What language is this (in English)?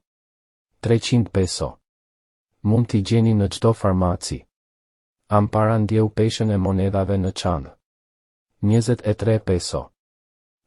Albanian